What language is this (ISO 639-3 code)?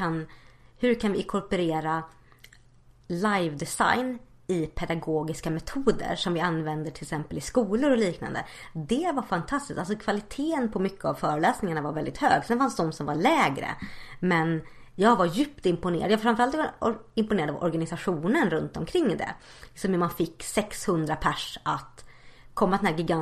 swe